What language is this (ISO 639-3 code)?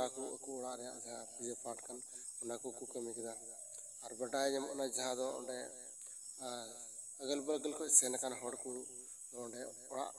sat